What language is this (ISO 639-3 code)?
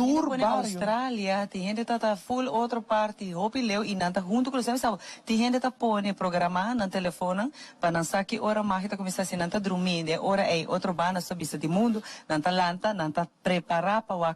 pap